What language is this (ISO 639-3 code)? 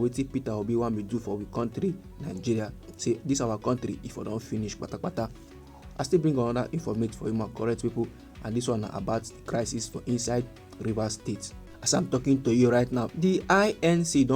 pcm